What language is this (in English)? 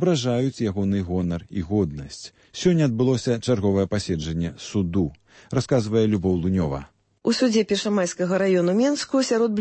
Belarusian